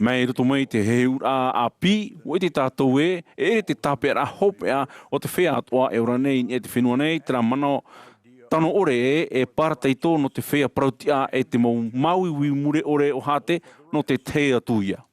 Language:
Tahitian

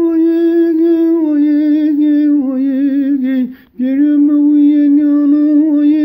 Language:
Zaza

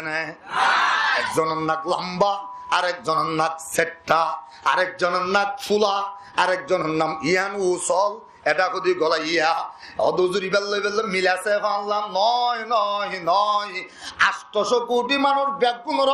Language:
Rohingya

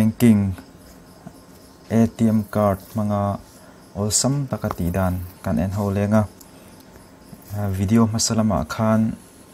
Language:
Mizo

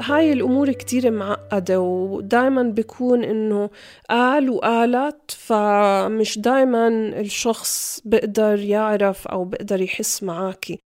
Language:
North Levantine Arabic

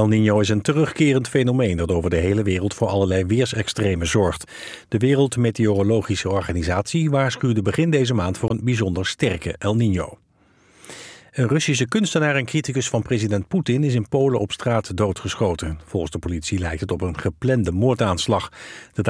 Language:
Dutch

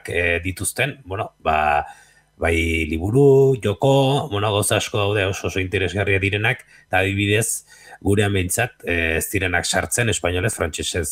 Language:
Basque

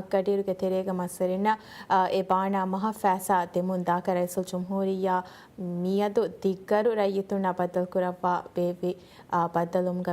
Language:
Divehi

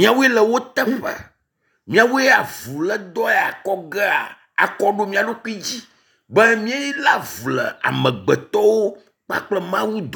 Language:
Ewe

